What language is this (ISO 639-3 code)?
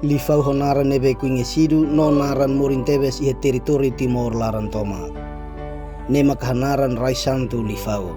tet